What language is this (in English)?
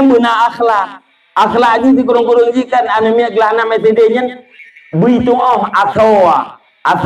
Achinese